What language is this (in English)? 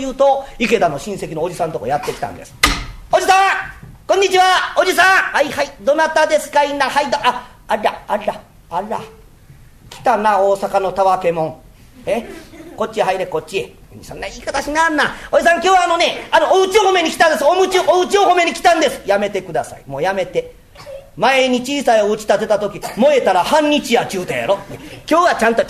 Japanese